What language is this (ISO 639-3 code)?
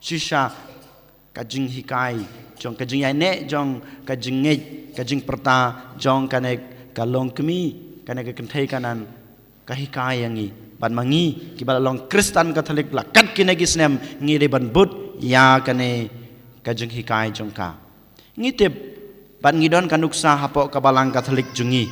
kha